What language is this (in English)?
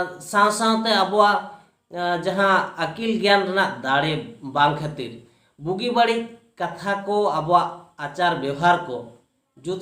Santali